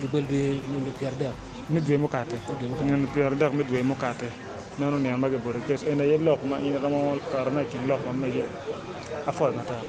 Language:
Acoli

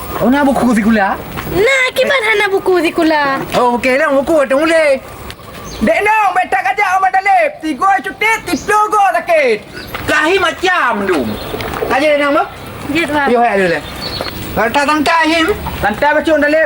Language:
Achinese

